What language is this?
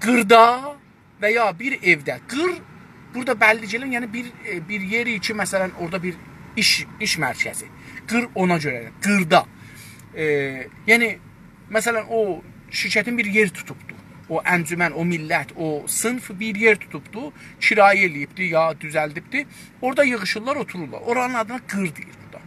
South Azerbaijani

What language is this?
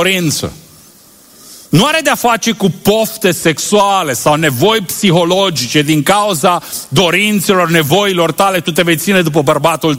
Romanian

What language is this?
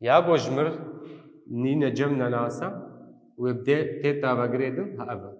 Kurdish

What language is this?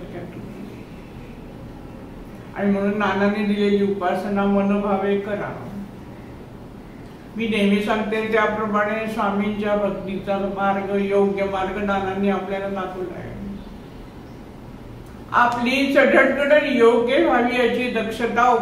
Marathi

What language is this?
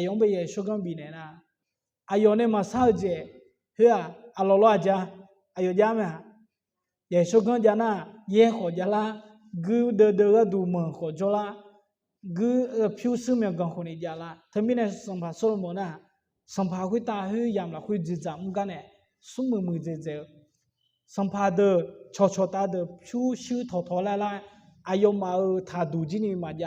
Akha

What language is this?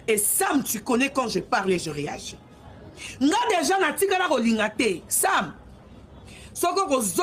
Lingala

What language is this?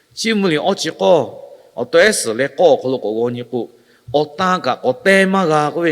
Lahu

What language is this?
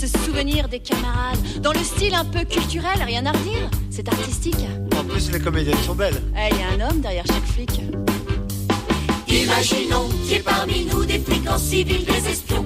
French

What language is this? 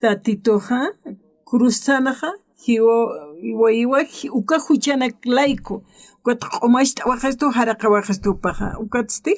Aymara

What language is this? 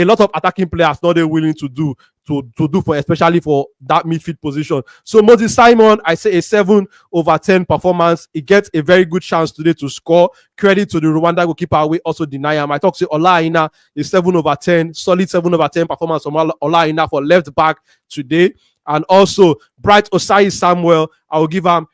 Nigerian Pidgin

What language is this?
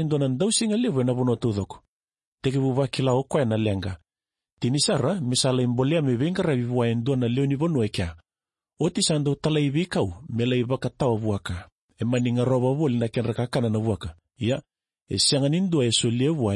Fijian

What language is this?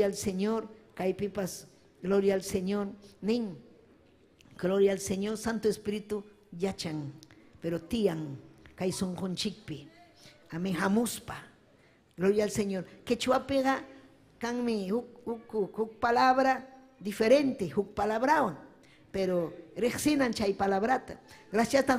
Ayacucho Quechua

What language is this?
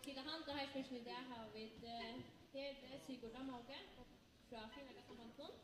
Faroese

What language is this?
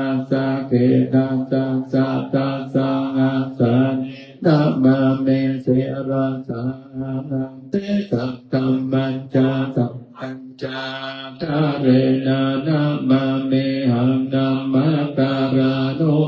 Pali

